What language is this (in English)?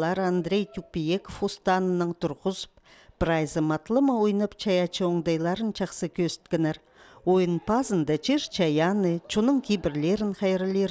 Khakas